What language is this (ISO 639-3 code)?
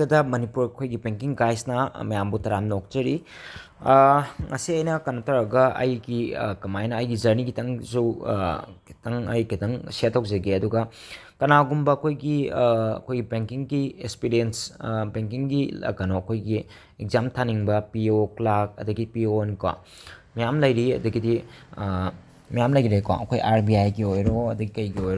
mni